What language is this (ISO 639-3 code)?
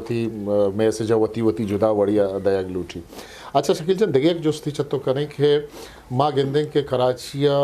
bgp